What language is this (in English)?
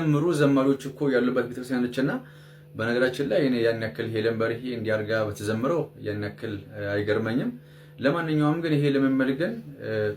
Amharic